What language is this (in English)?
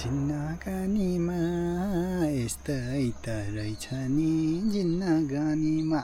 Nepali